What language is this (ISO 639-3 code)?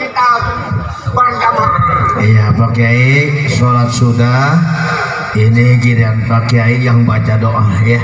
bew